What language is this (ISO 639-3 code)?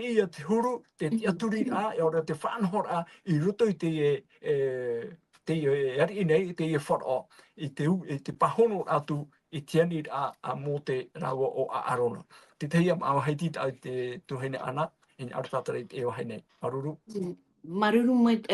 tah